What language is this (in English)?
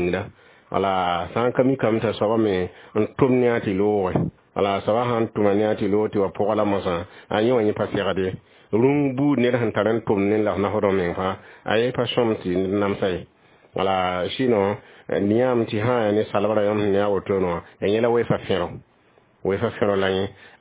Mossi